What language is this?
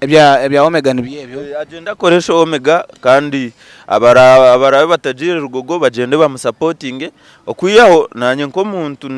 Nyankole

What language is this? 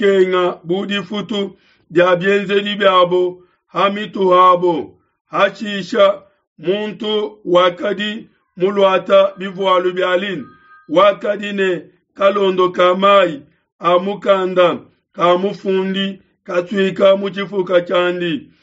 Luba-Lulua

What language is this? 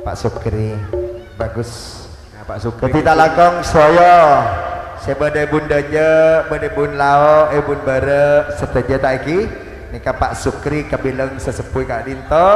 Madurese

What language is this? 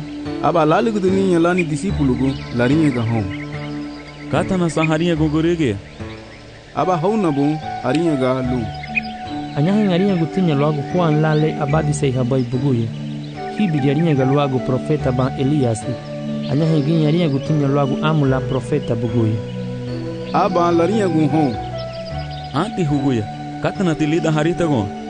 Garifuna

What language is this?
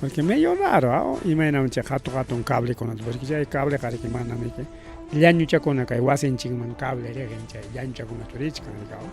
Ayacucho Quechua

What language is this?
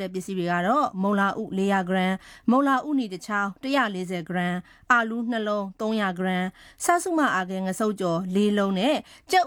Burmese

